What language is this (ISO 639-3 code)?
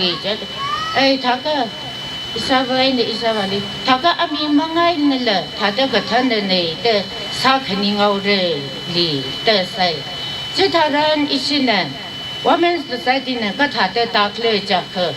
nmf